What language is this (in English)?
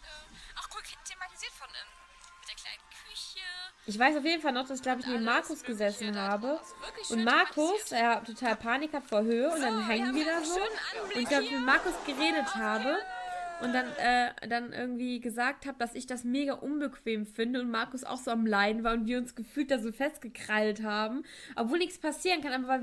German